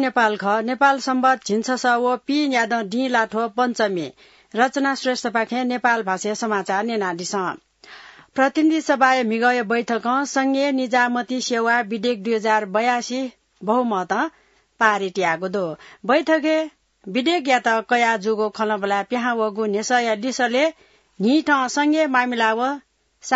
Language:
Newari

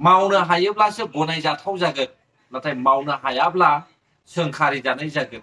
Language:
Bodo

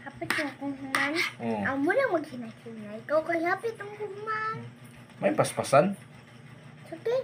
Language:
Cebuano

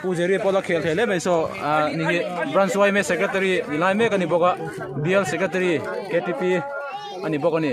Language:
Mizo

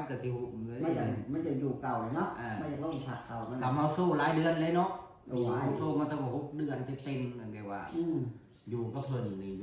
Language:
Northeastern Thai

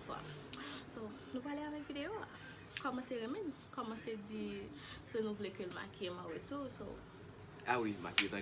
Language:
Haitian Creole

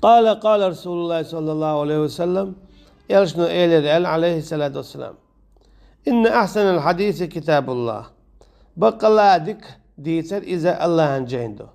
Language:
Chechen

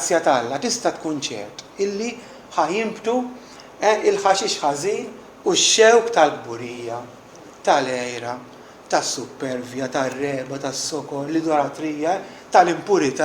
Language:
Maltese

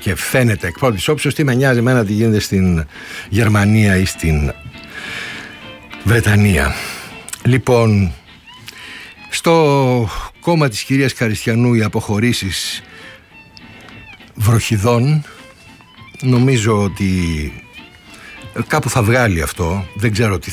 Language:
Greek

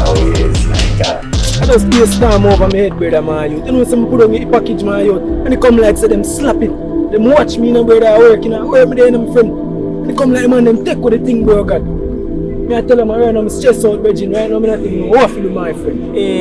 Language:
Jamaican Creole English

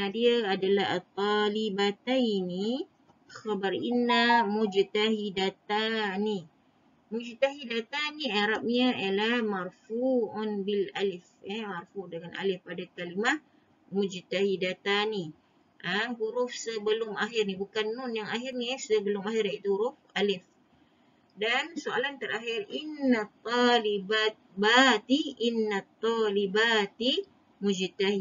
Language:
Malay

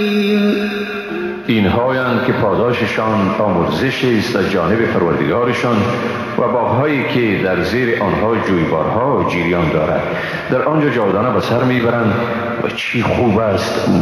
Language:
Persian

